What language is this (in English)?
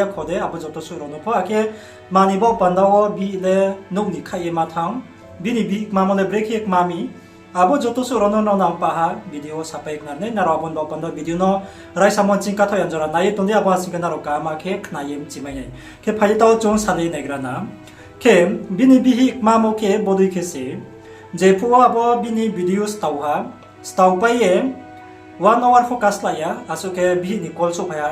Riang (India)